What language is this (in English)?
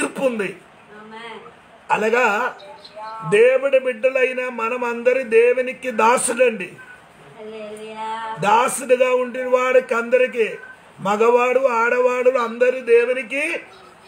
Telugu